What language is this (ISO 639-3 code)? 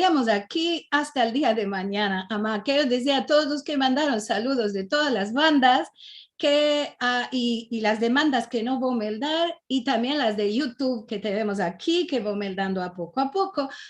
lad